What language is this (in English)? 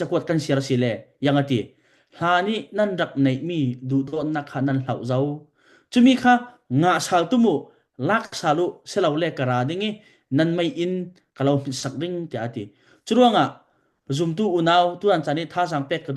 Falam Chin